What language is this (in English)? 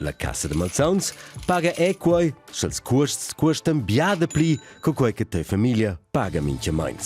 Romansh